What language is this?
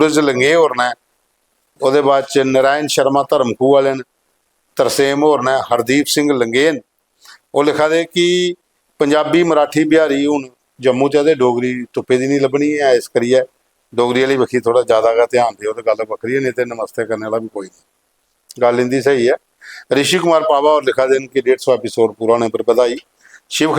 Dogri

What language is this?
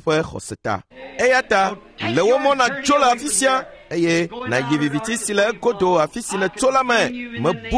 Ewe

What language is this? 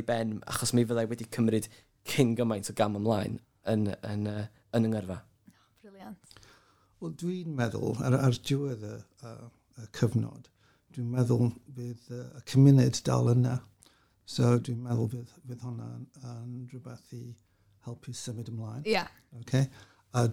Welsh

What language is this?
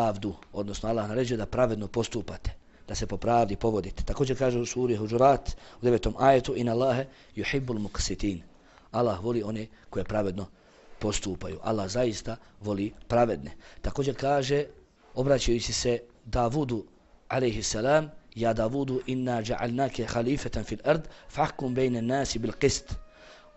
Bosnian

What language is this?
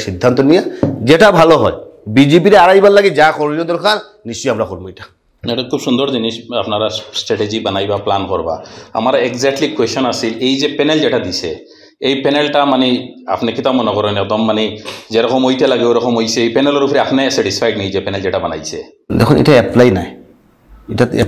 Sylheti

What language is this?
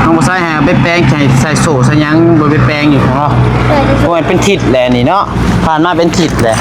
Northeastern Thai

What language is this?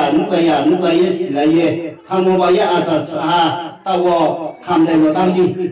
Riang (India)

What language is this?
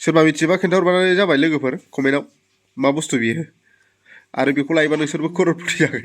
Bodo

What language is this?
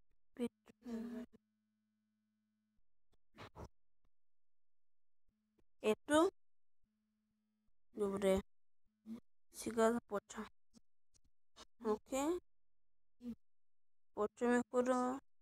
Bulgarian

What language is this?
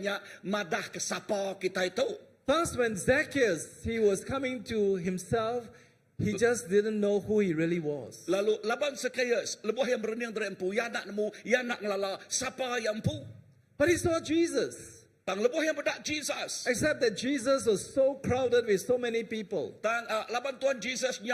Iban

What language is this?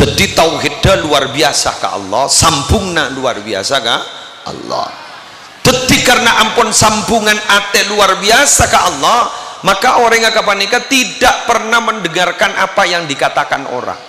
Madurese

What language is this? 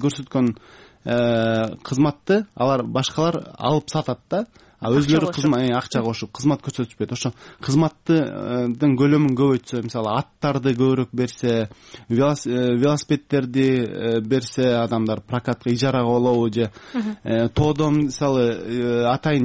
Kyrgyz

